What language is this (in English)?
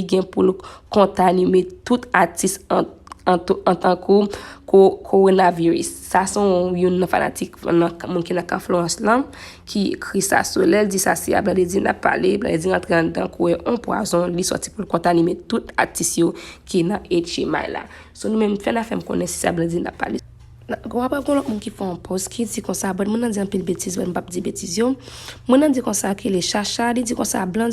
Haitian Creole